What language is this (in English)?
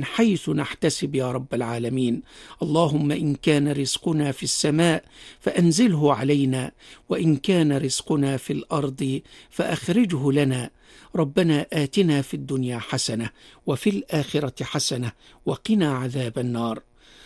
Arabic